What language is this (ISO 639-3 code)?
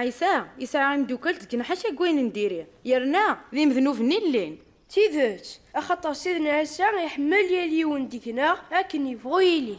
kab